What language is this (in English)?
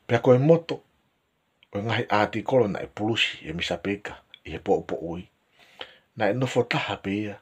Tongan